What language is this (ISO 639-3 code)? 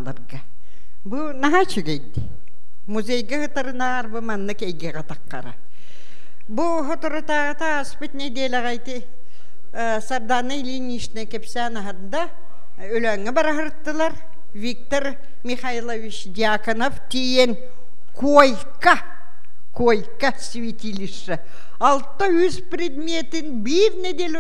sah